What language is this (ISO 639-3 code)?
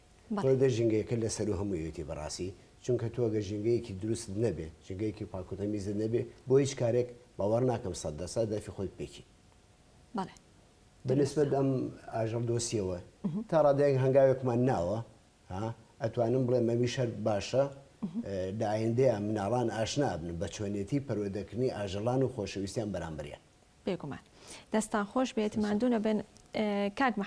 ckb